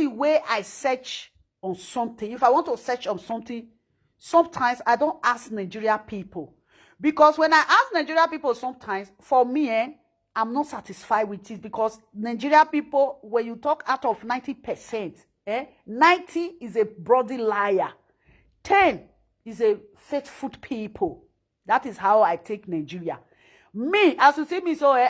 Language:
Nigerian Pidgin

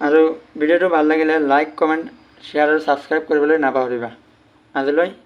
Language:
Assamese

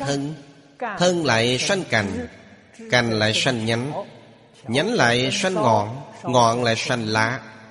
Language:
Vietnamese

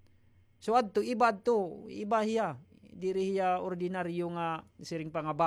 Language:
Waray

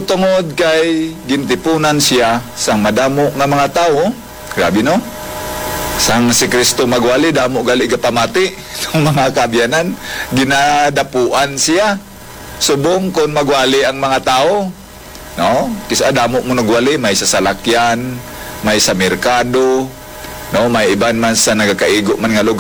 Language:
Hiligaynon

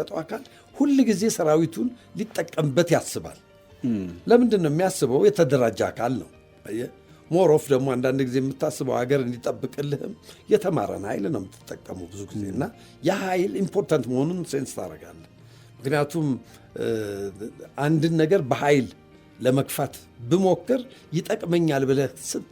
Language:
Amharic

